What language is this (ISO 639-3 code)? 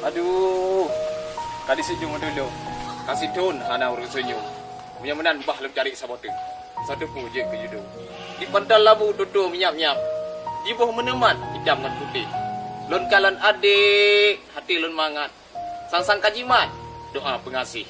ace